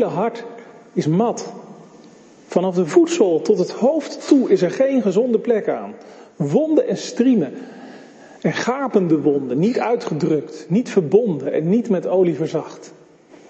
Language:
Dutch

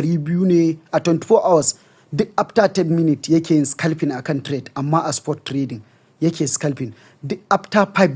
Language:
Hausa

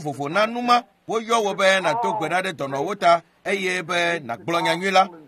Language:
Ewe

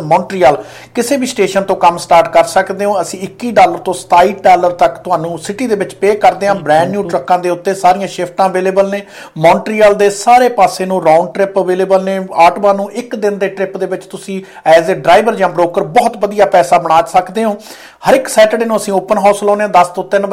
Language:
Punjabi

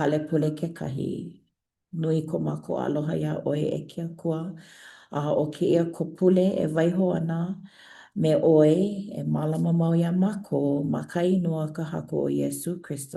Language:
Hawaiian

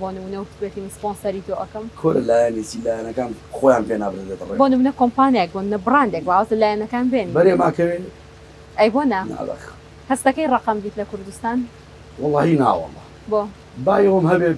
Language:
Central Kurdish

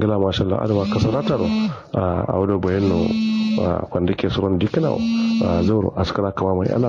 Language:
Kanuri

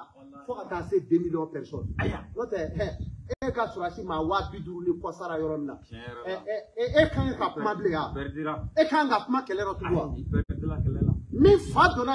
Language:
Bambara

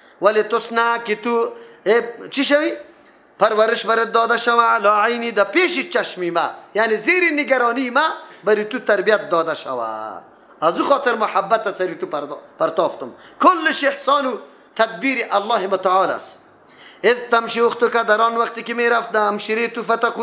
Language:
Persian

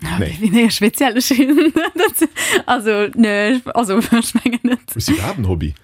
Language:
Luxembourgish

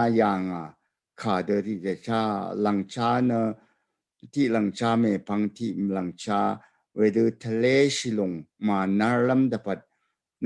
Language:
Rawang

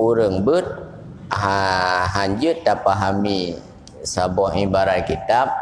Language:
Achinese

